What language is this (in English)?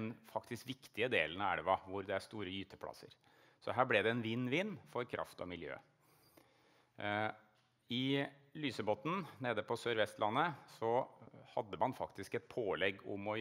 Norwegian